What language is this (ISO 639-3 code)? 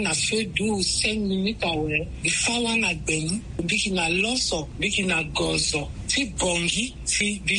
sag